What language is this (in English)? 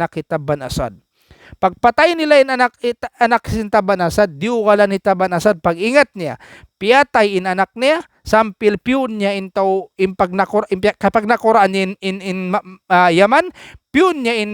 Tausug